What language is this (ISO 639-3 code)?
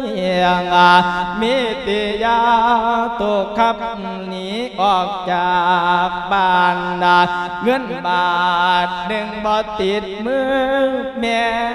lao